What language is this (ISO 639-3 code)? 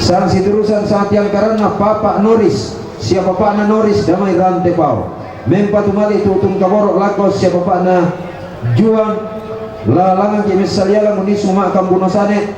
sda